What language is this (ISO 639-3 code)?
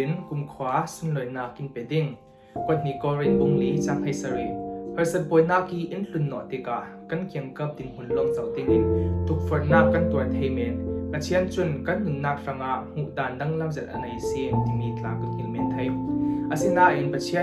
cfm